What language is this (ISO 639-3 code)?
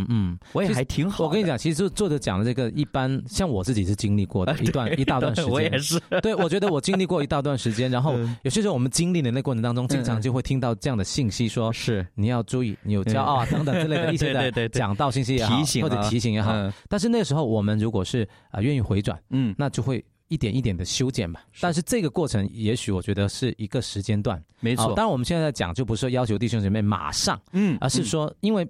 zho